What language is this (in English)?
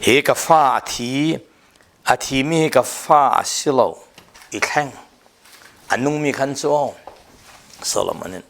Falam Chin